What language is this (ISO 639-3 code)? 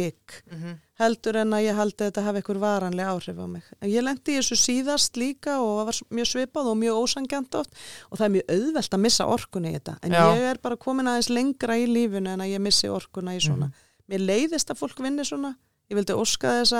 isl